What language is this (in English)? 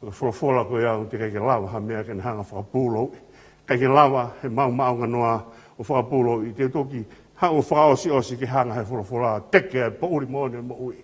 Tongan